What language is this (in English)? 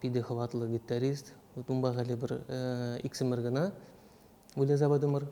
Chuvash